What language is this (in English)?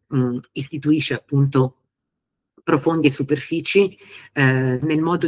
Italian